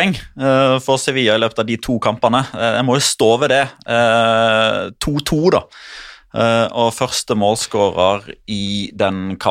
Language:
Norwegian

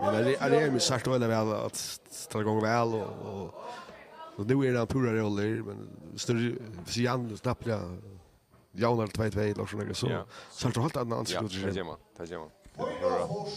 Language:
Faroese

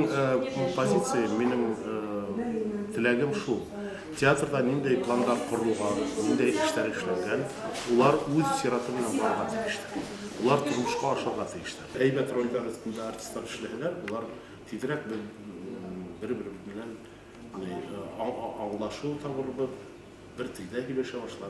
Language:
Bashkir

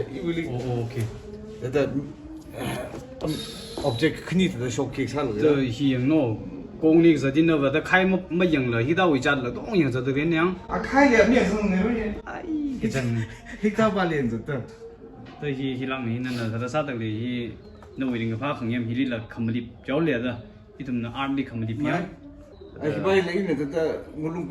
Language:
Tangkhul Naga (India)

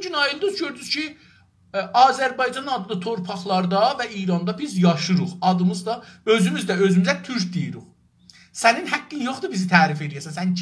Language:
South Azerbaijani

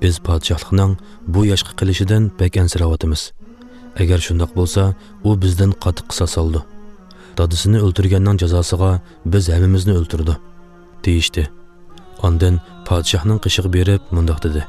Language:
Uyghur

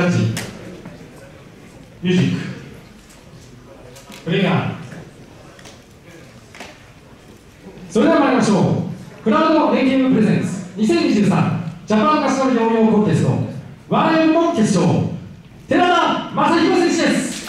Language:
Japanese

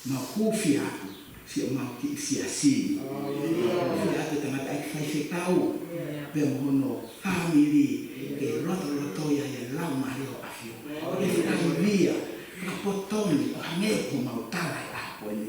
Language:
Tongan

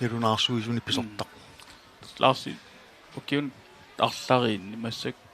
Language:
Kalaallisut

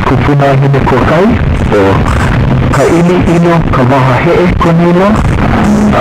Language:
Hawaiian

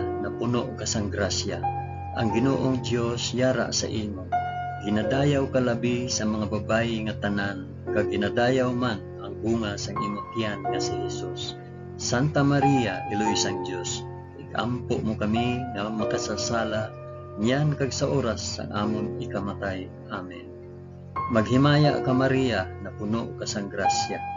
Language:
Hiligaynon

